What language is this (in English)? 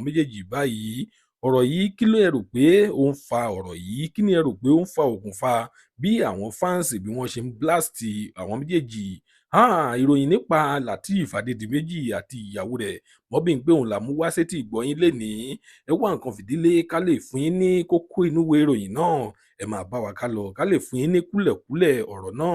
Yoruba